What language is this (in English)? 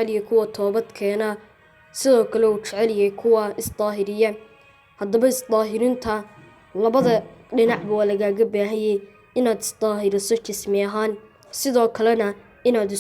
Somali